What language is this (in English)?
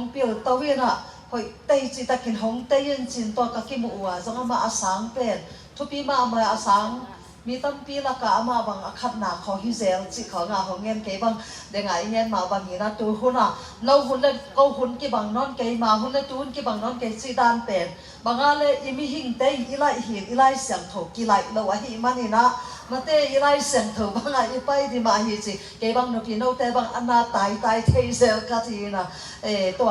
Tedim Chin